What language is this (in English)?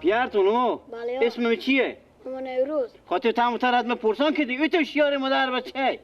Persian